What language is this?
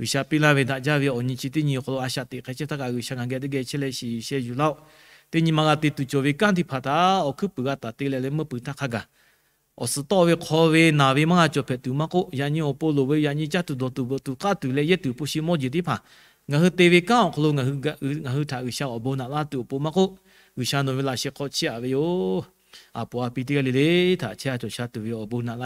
Lahu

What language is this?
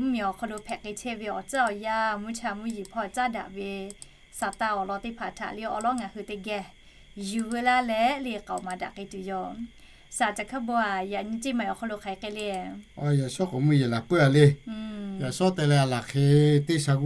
Lahu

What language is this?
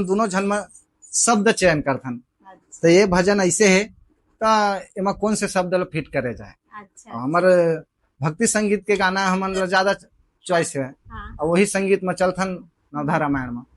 Chhattisgarhi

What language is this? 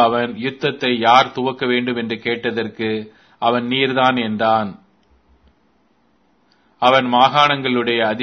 Tamil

